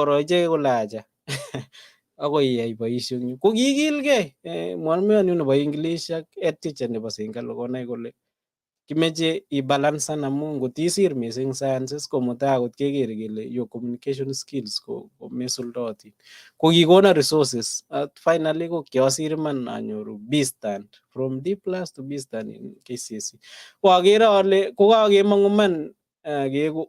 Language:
Kalenjin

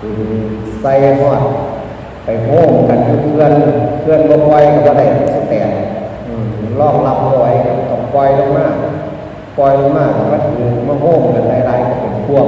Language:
Northeastern Thai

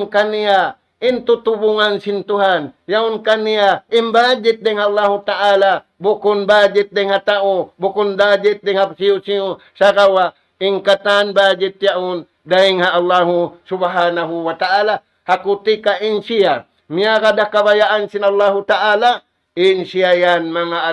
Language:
Tausug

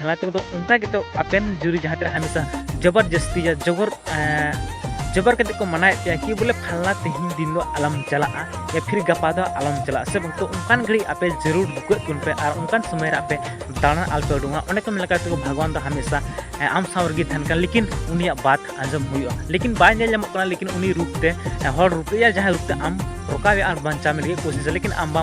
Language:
Santali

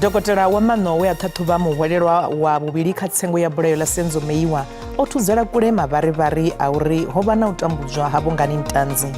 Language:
Venda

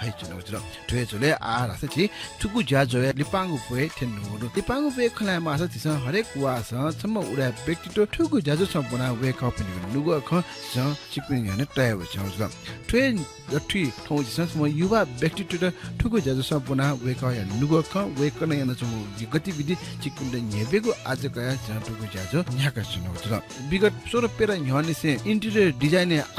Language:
Newari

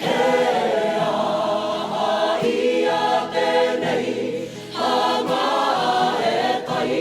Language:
Māori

